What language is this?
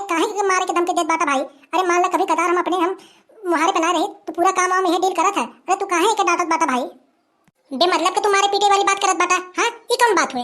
Awadhi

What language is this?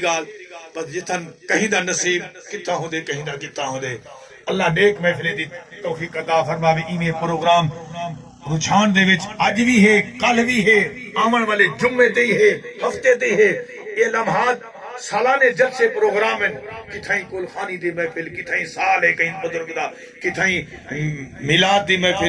Saraiki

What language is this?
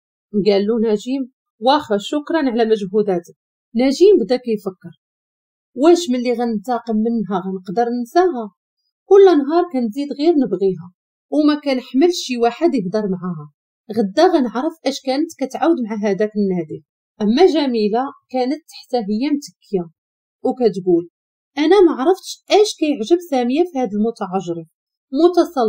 Moroccan Arabic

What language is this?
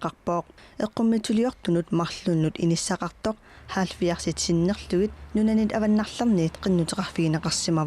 Kalaallisut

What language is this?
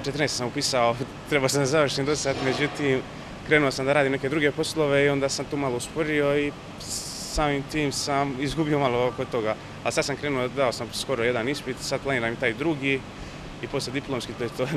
Serbian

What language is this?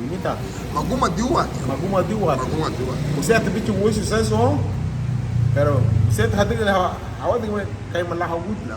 Garifuna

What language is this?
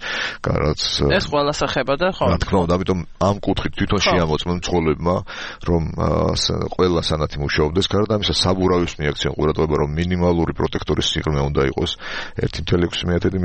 Georgian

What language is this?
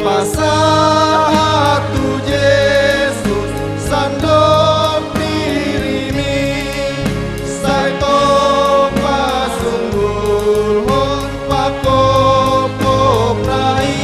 Batak Toba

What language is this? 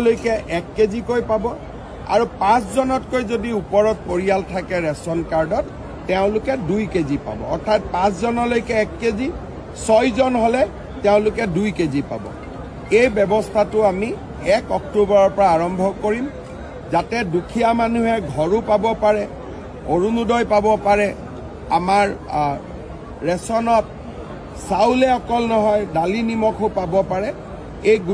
Assamese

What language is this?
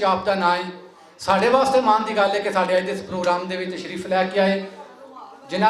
Western Panjabi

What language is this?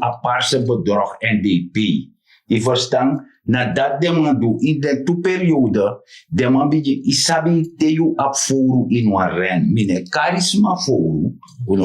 Sranan Tongo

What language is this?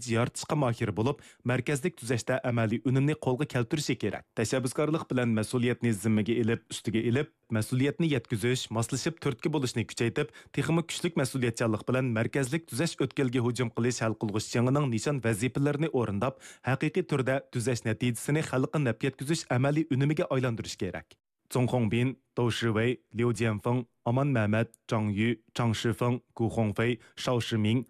Uyghur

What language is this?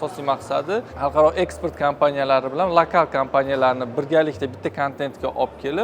Uzbek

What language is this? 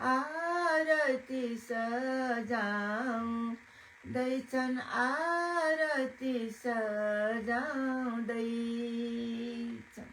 Nepali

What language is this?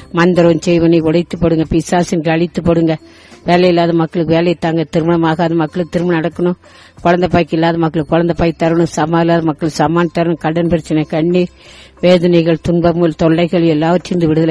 Tamil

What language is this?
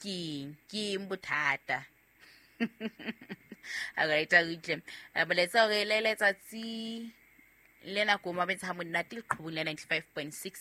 Southern Sotho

